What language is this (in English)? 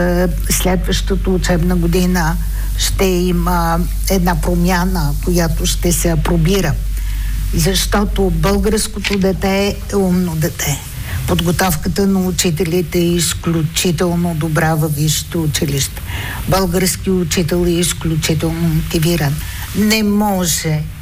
Bulgarian